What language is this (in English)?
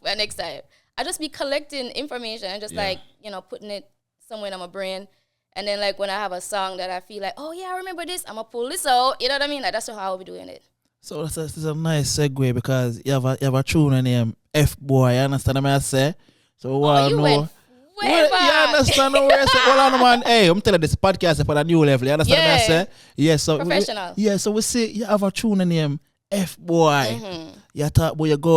Jamaican Creole English